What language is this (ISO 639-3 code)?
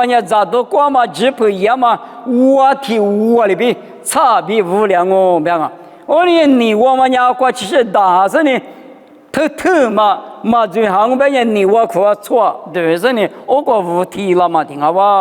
lis